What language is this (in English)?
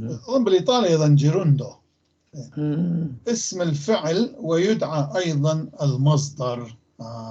North Levantine Arabic